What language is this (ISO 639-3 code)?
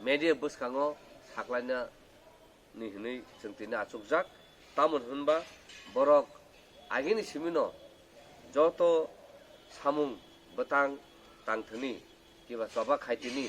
trp